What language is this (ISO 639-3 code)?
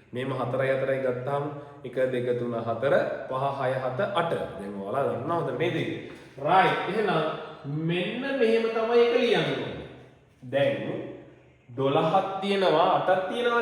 sin